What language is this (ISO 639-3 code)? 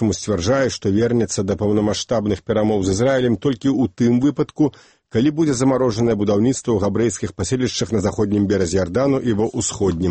bel